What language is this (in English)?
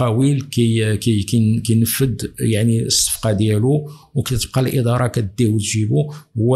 Moroccan Arabic